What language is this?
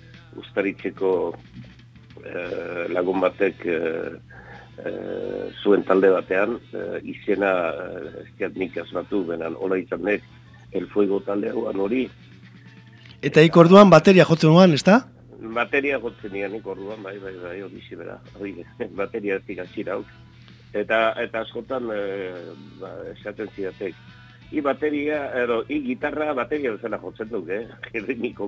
Basque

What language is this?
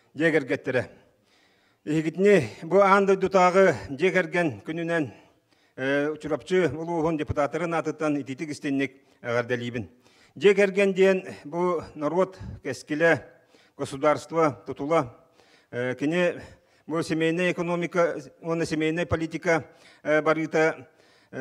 Yakut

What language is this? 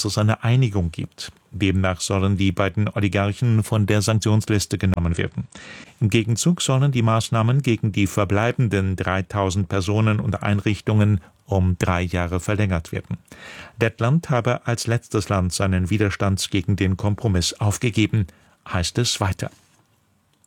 German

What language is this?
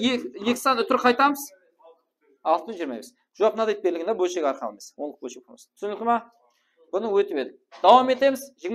Kara-Kalpak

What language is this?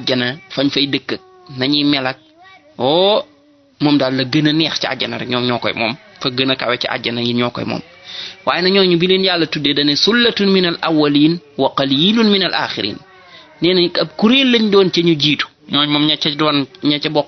Wolof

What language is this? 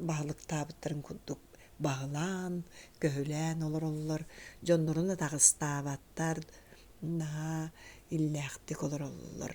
Yakut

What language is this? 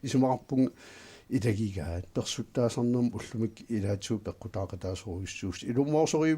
Kalaallisut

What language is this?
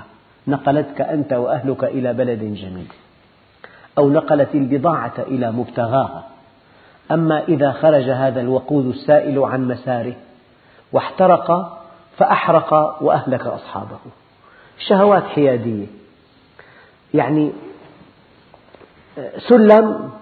Arabic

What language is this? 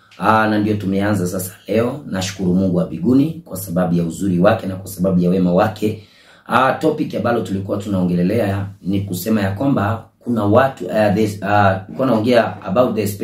Swahili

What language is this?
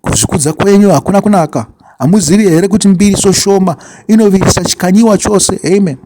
Shona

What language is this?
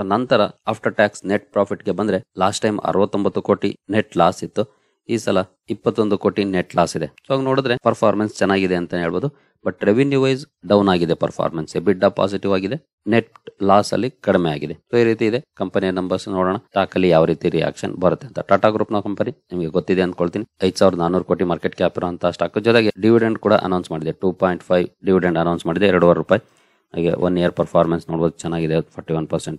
Kannada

